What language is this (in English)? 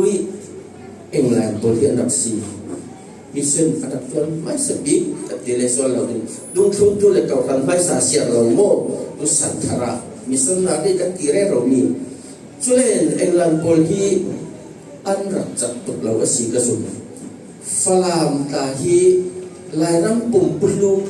Falam Chin